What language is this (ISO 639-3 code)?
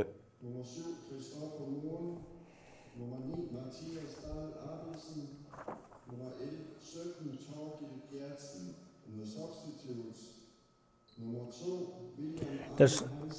kal